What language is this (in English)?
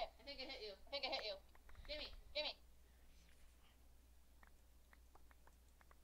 English